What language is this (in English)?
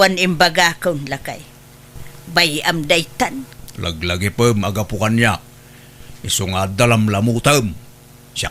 Iloko